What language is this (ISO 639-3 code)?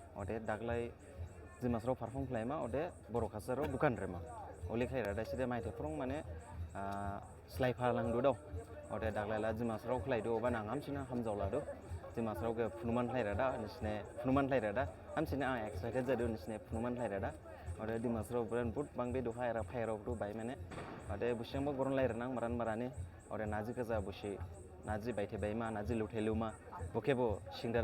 dis